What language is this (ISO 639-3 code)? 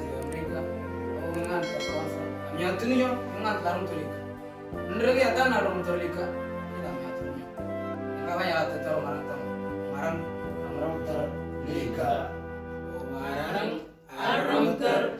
mor